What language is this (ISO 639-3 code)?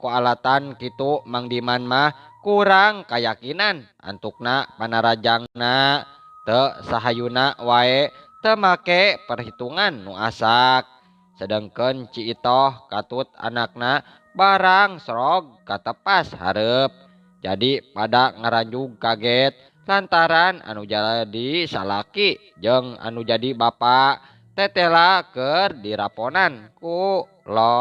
sun